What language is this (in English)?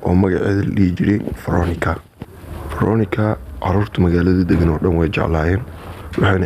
Somali